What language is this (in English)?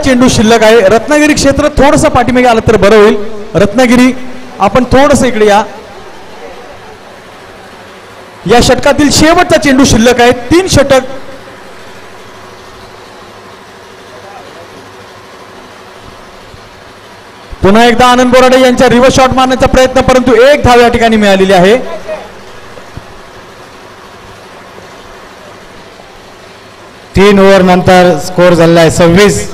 Marathi